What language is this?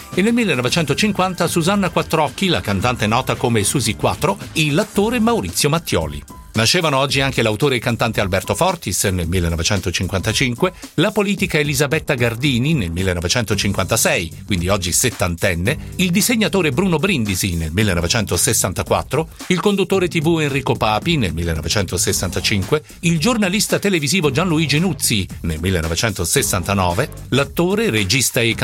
Italian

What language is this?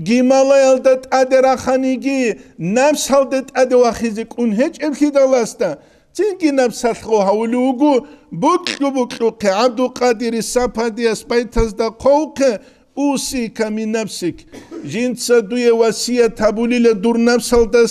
Avaric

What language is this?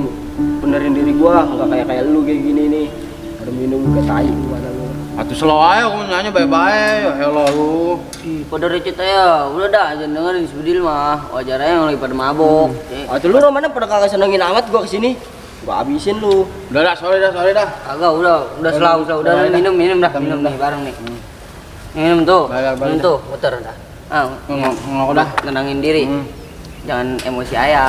Betawi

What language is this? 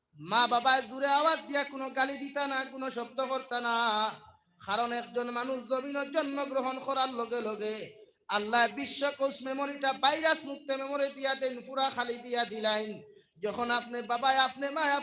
Sylheti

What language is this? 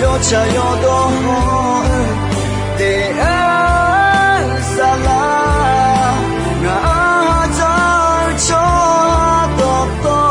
Akha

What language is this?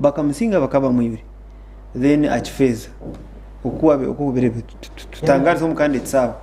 Nyankole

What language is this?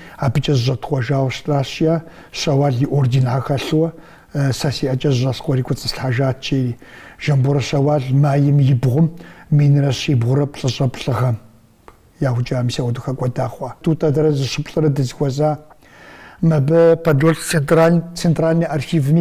Kabardian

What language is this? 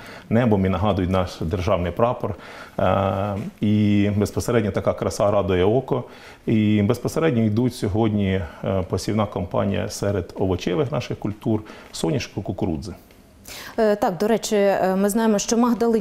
Ukrainian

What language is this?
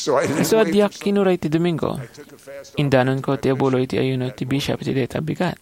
Iloko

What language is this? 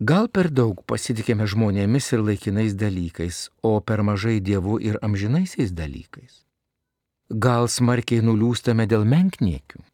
Lithuanian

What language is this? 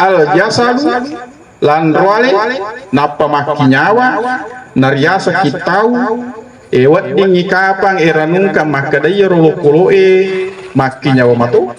Buginese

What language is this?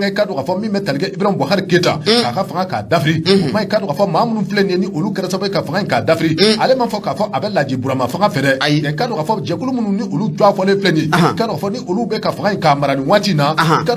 Bambara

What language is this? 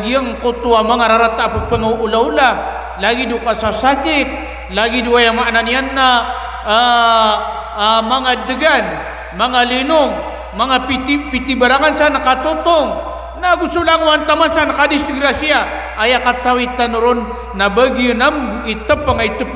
Maranao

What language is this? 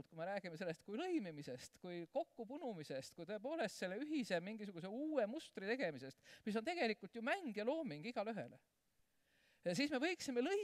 Estonian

